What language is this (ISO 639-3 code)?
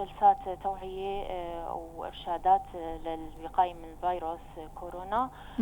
apc